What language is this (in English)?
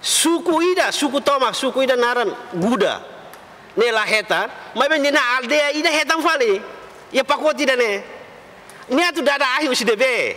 Tetum